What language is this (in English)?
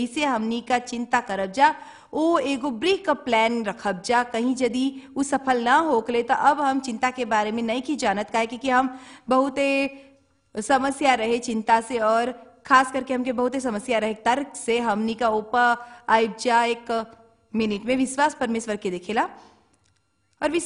Bhojpuri